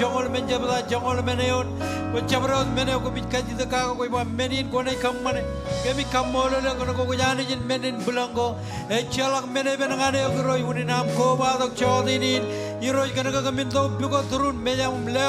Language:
Marshallese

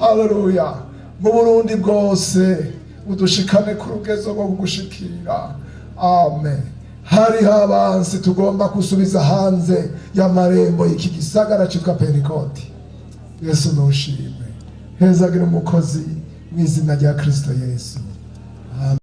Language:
Rundi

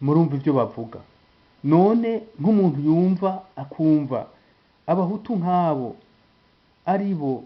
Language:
Rundi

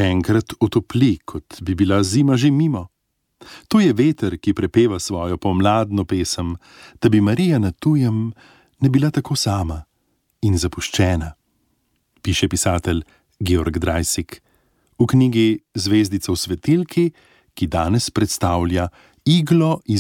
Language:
Slovenian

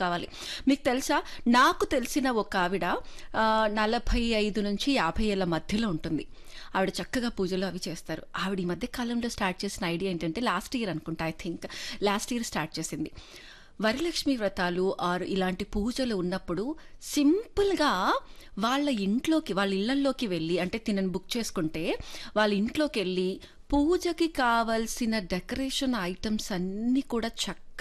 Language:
Telugu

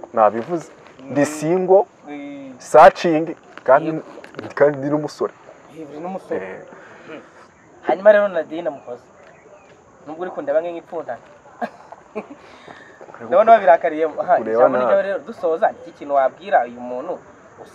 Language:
Kinyarwanda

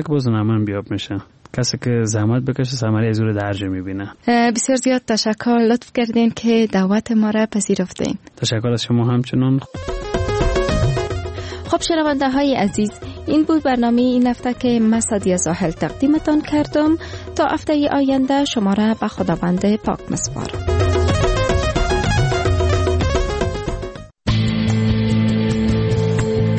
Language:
Persian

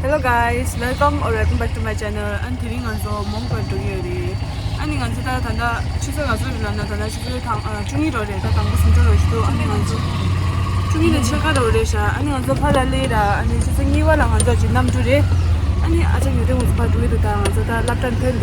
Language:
Tibetan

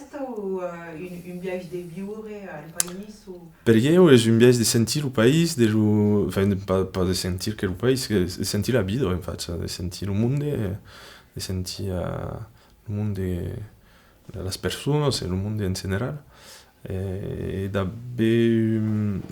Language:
Occitan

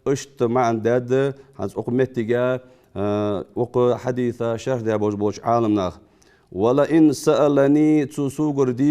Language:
Ingush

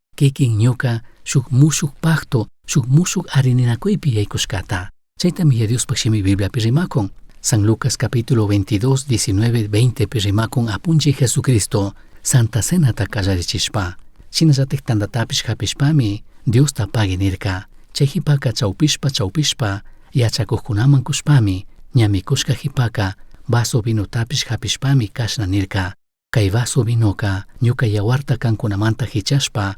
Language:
Chimborazo Highland Quichua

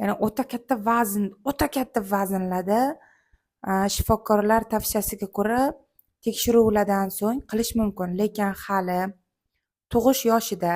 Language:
Uzbek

